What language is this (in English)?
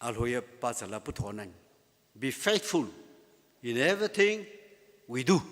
Sumi Naga